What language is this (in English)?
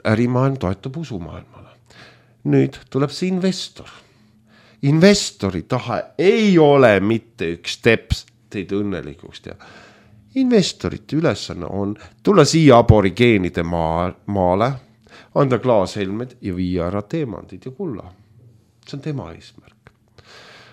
Estonian